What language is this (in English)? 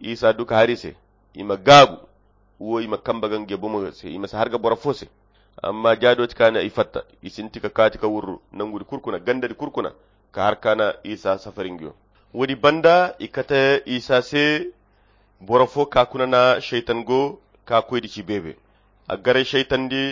Koyra Chiini